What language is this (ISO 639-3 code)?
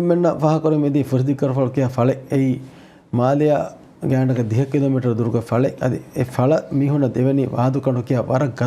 div